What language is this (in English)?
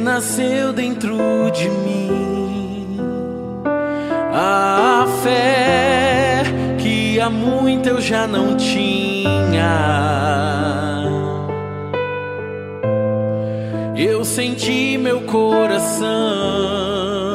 Portuguese